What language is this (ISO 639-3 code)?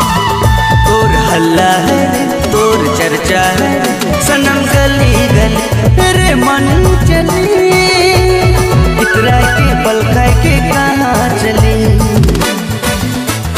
sck